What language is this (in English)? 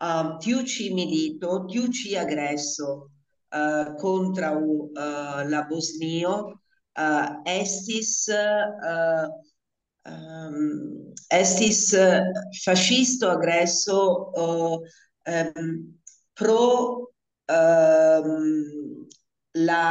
Esperanto